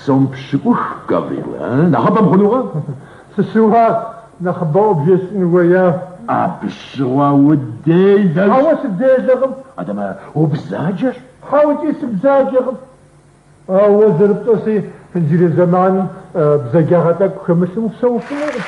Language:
Kabardian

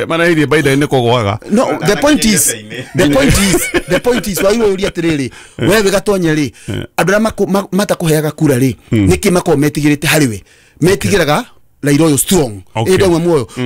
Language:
Kikuyu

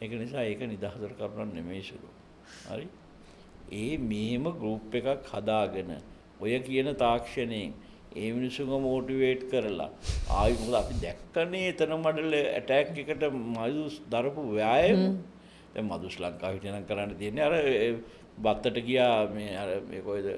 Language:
Sinhala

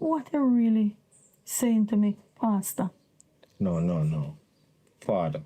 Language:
Jamaican Creole English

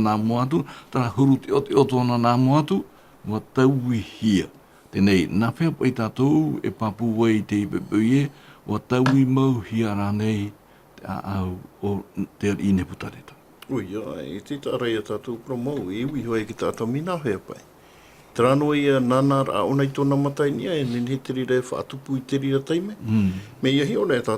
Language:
Tahitian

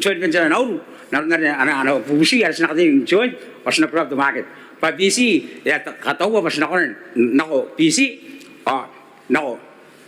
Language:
Gilbertese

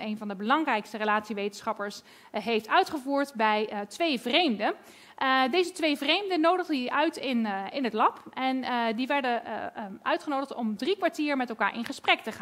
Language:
Dutch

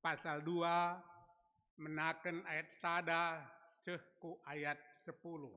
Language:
Batak Karo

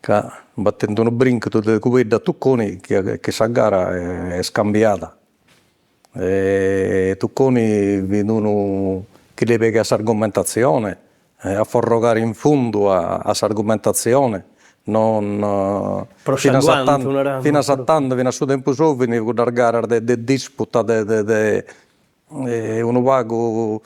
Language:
Sardinian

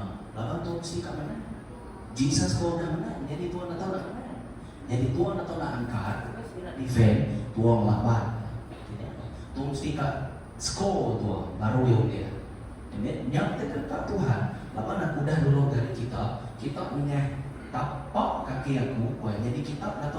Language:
Iban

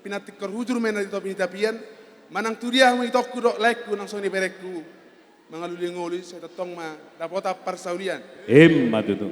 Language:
Batak Toba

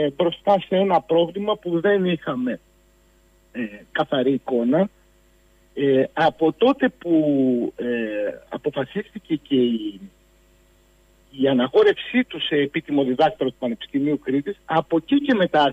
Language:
Greek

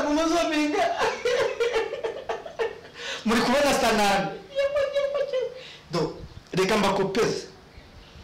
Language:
Kinyarwanda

